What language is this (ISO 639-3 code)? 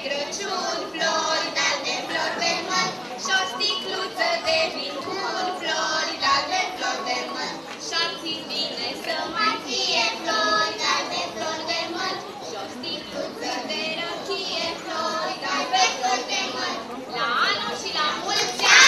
ron